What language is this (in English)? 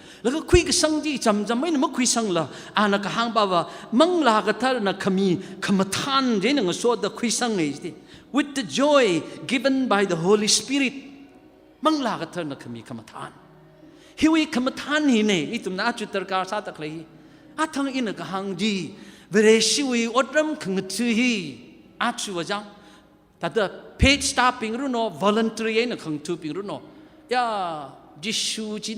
Tangkhul Naga (India)